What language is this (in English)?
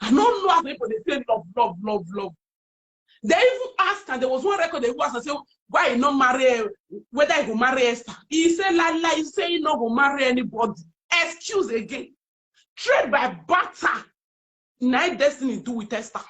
Nigerian Pidgin